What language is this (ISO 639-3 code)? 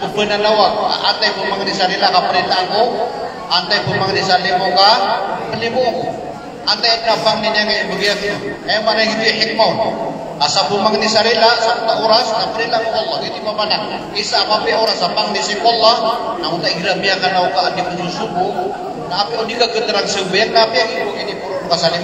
mrw